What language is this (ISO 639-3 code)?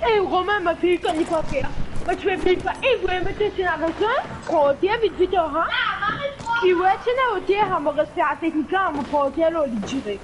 mfe